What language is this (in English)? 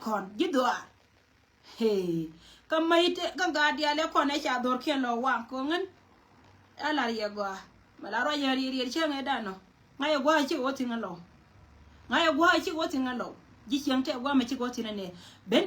Nuer